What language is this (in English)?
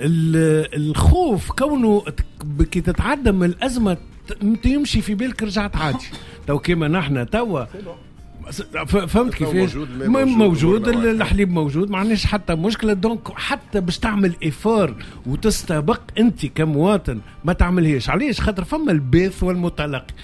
Tunisian Arabic